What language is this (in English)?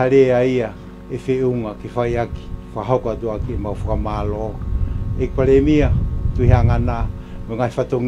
Tongan